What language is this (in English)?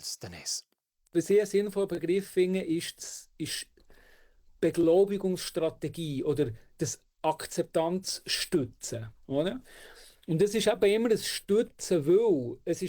Romansh